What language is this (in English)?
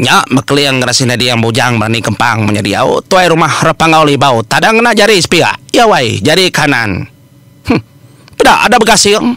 Iban